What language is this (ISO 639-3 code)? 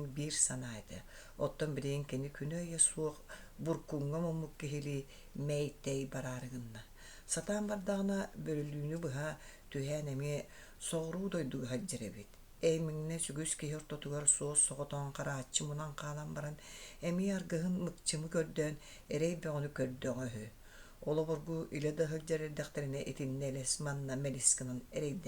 sah